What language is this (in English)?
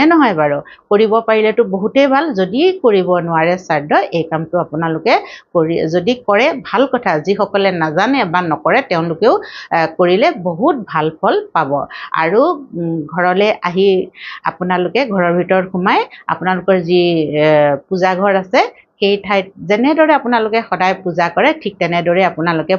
Assamese